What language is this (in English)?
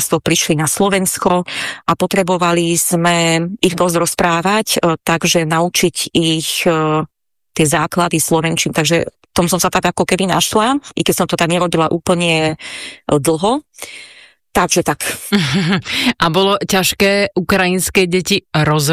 Slovak